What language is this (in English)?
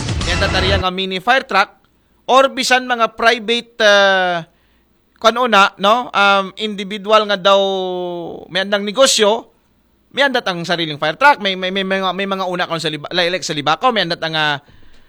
Aklanon